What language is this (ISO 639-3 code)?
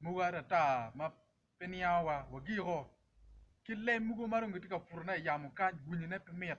ach